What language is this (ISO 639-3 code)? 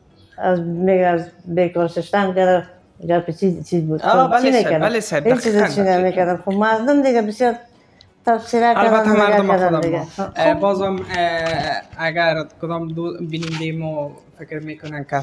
fas